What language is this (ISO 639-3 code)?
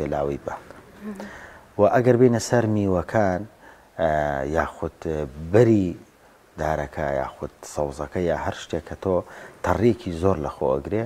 ckb